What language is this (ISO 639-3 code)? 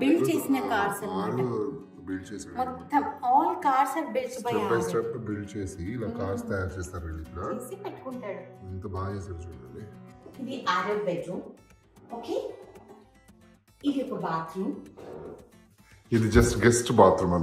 tel